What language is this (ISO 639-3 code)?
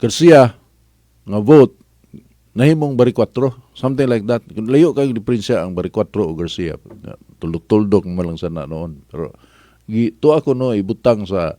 ceb